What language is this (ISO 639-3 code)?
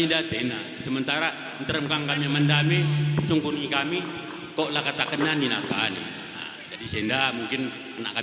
btx